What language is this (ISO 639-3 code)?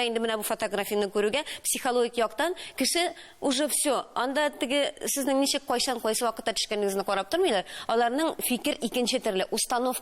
tat